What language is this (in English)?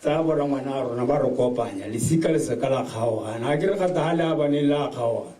Tswana